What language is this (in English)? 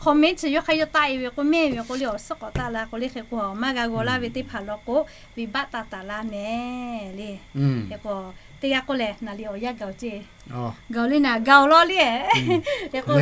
Lahu